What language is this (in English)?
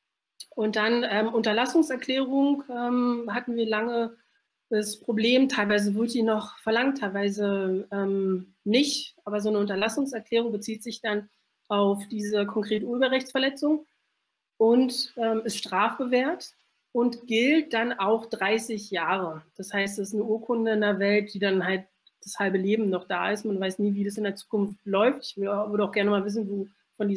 German